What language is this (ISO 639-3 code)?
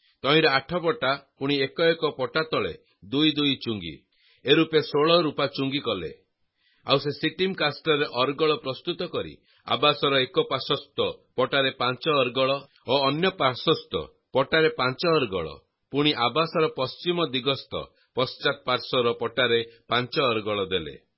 ori